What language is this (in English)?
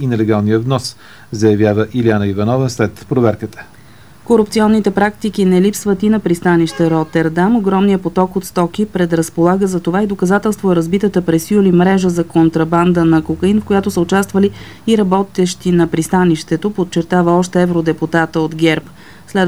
Bulgarian